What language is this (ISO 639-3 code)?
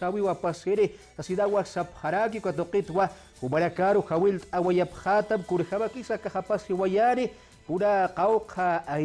aym